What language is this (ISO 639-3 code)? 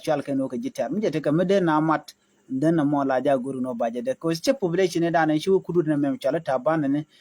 nus